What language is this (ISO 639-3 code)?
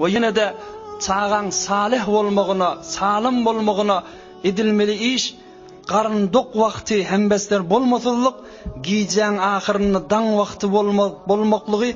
tuk